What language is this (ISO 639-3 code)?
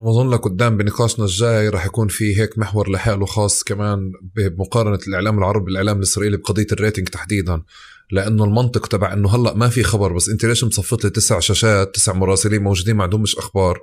apc